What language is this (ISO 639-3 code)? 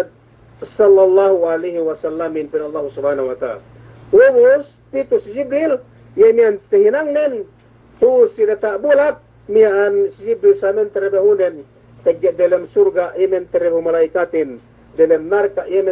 yka